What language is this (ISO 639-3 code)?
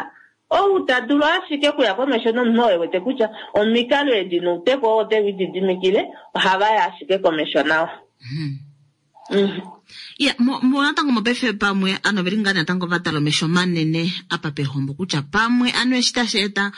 kua